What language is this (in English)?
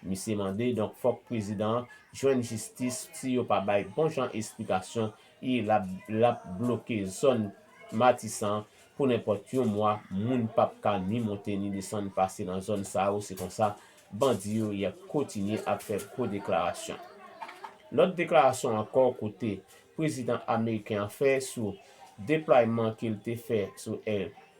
Haitian Creole